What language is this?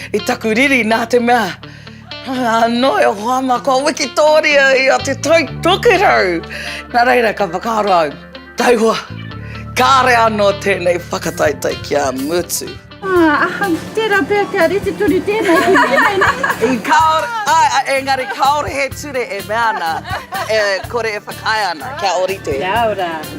Māori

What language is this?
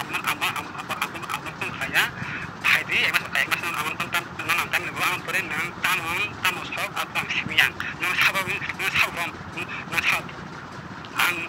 Kok Borok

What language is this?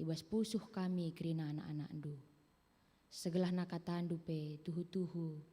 Batak Karo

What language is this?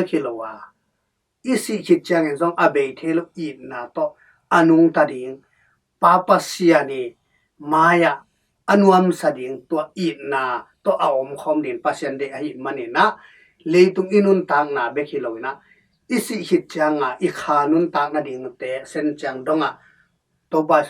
Tedim Chin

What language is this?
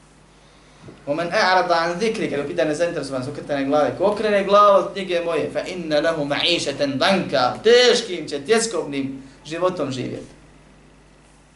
Bosnian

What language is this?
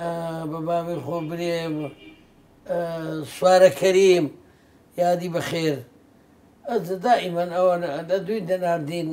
Central Kurdish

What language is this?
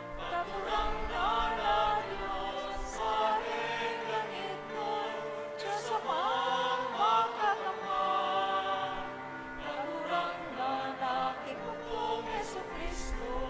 Bikol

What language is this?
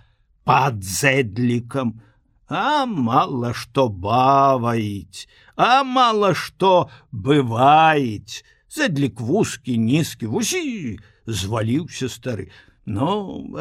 Belarusian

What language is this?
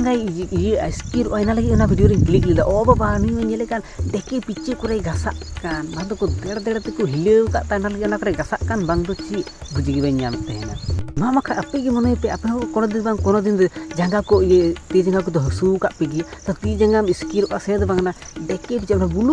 Santali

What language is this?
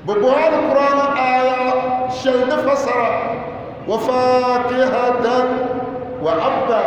Dagbani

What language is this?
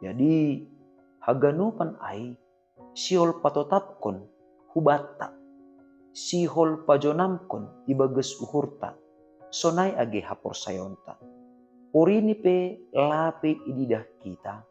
Batak Simalungun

